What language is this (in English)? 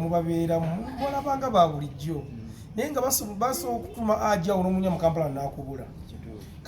Ganda